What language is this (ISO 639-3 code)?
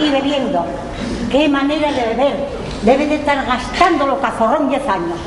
ast